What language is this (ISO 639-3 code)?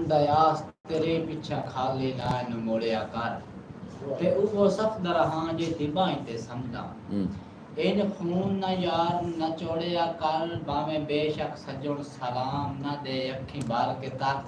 skr